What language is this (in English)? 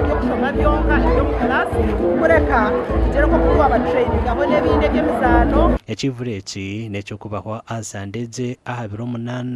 Nyankole